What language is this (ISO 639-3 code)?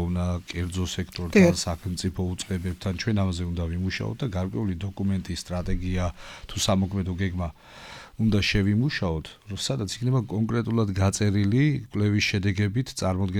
kat